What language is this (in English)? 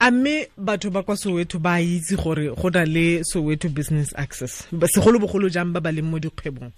Tswana